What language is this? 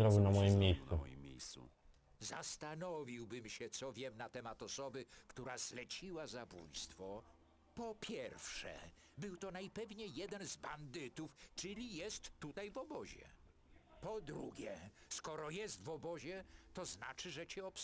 Polish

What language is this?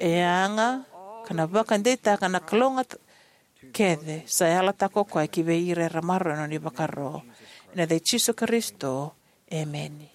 Fijian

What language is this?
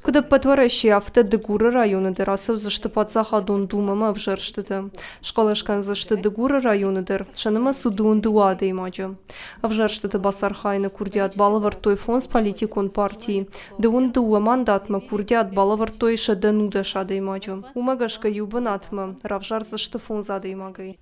Ossetic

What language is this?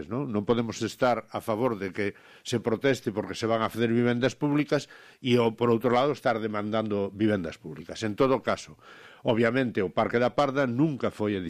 Galician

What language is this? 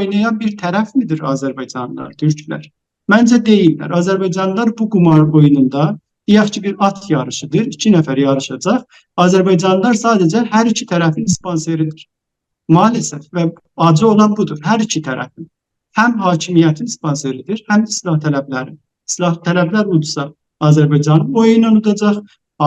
South Azerbaijani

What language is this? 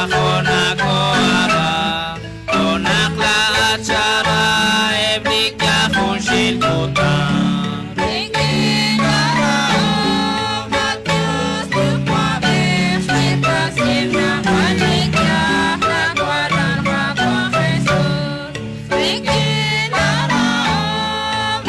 Kekchí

